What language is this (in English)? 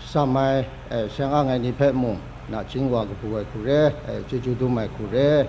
Kachin